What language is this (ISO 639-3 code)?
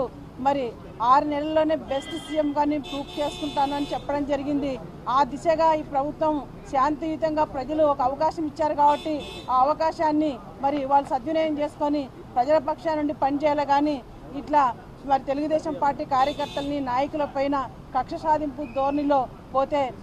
tel